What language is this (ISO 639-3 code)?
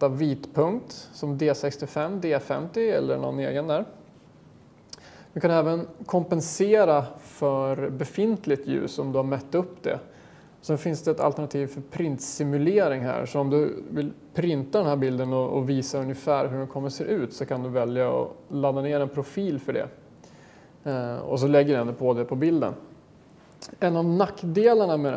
swe